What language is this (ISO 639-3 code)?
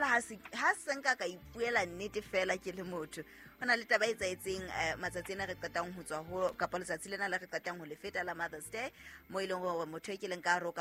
sot